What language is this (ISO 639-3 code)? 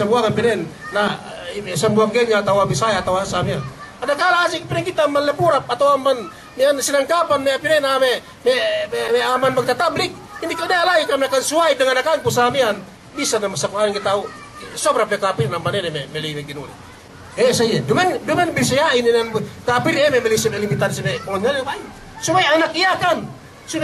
yka